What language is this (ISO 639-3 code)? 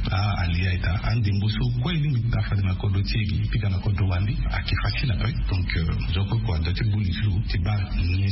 sag